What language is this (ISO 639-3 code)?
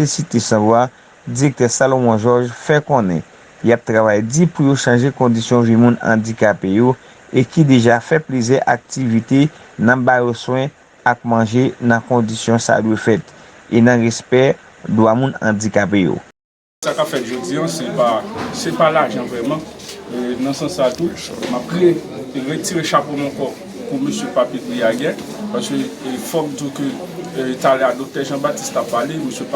hat